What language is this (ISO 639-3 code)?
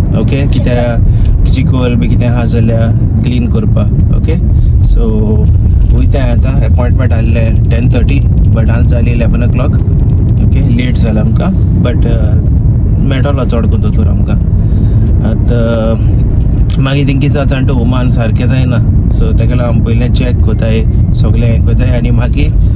kok